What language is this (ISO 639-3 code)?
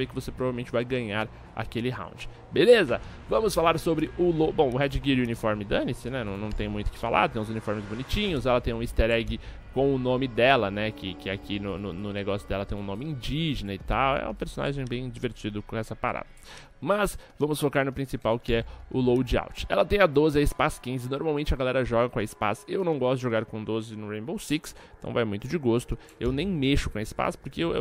por